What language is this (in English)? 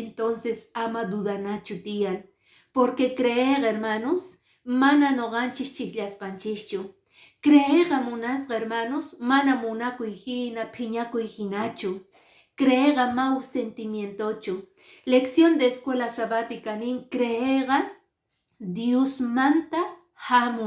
Quechua